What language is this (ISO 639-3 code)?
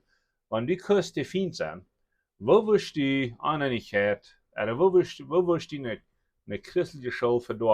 pdt